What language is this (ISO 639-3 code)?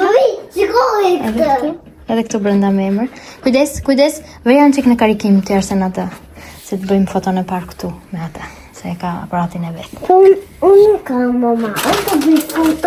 sqi